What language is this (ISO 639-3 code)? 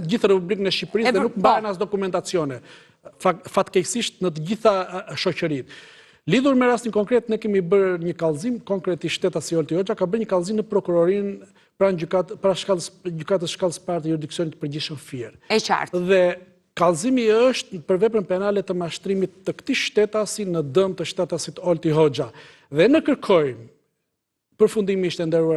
sqi